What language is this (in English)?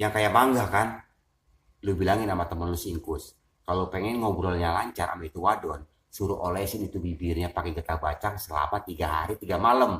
Betawi